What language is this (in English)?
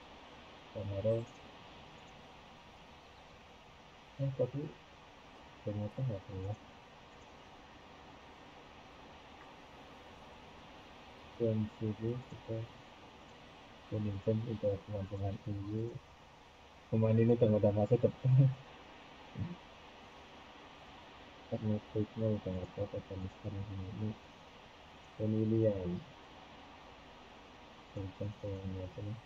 Indonesian